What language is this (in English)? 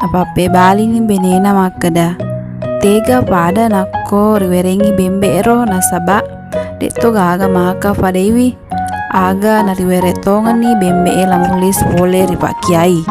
Buginese